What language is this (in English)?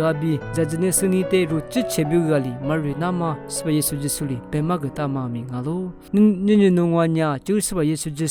Lisu